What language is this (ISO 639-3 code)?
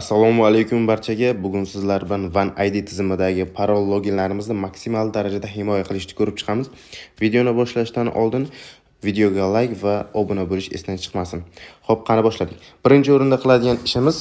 uzb